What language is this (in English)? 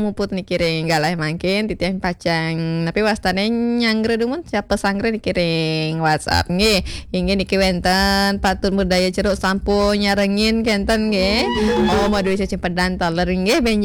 Balinese